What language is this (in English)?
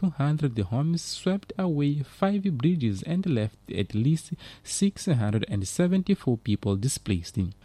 English